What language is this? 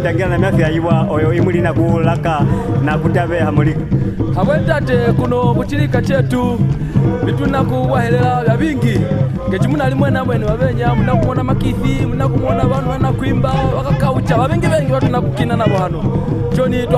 Mbunda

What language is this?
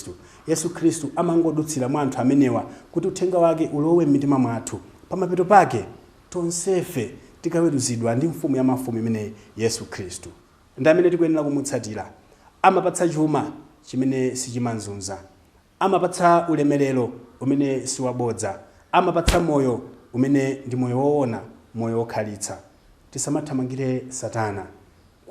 Nyanja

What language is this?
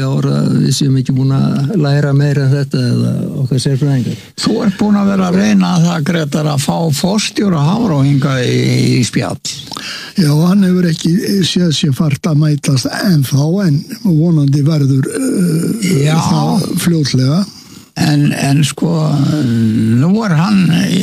Icelandic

